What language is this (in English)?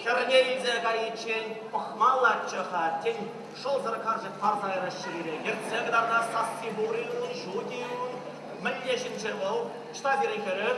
Chuvash